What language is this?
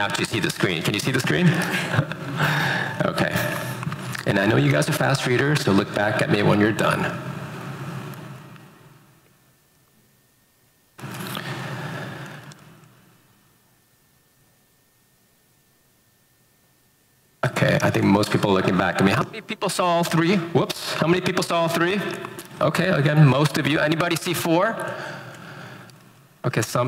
English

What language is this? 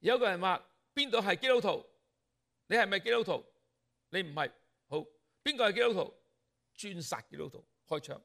Cantonese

